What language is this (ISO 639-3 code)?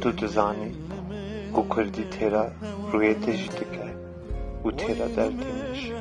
kur